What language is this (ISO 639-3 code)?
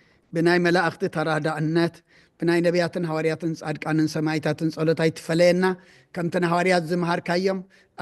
tir